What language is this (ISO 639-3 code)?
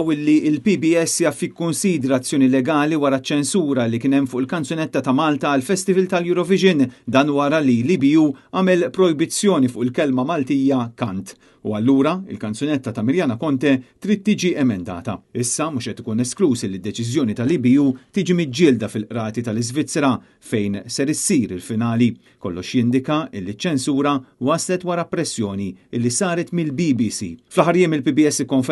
mlt